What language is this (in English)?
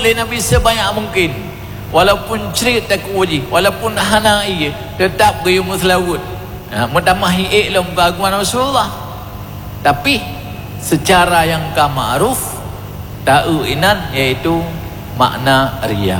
Achinese